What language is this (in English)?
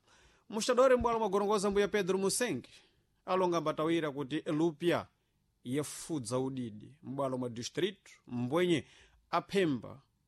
Sena